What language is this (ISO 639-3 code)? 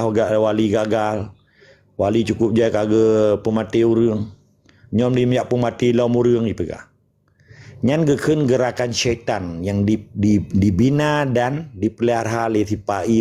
ace